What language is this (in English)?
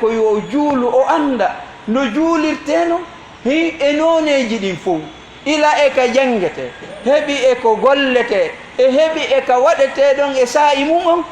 Fula